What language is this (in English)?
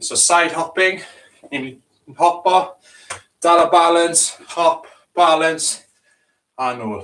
Welsh